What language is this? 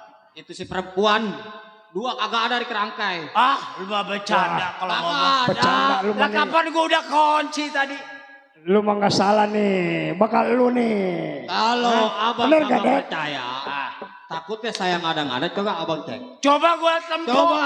Betawi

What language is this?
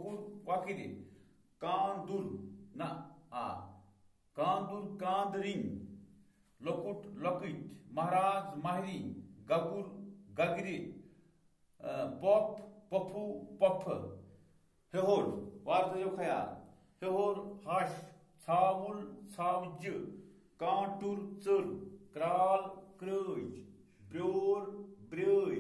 Kashmiri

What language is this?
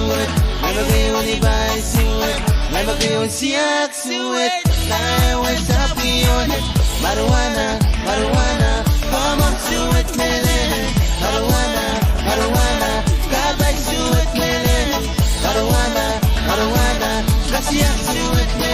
Pohnpeian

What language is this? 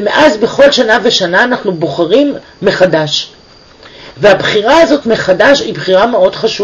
Hebrew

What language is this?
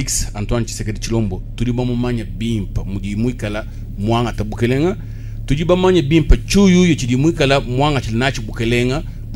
Luba-Lulua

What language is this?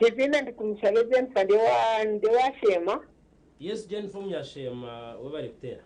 Nyankole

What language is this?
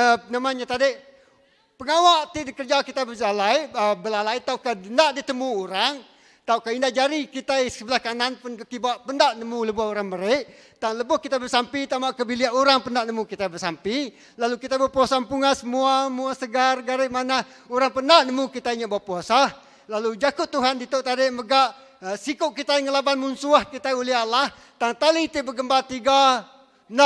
Iban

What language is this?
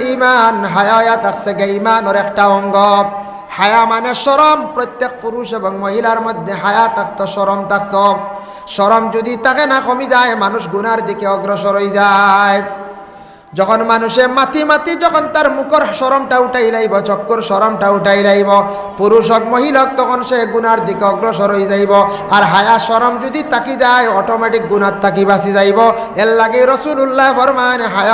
Sylheti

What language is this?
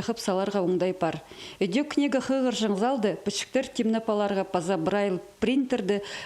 Khakas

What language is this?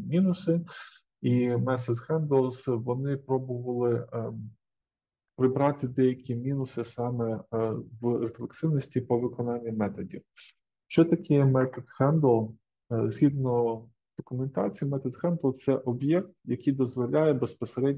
Ukrainian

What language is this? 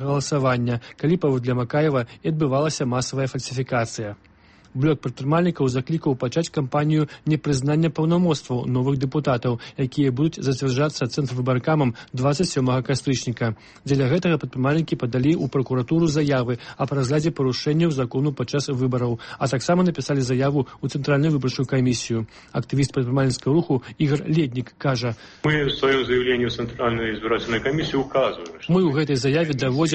Belarusian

